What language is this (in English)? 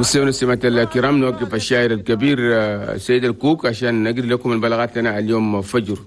Chadian Arabic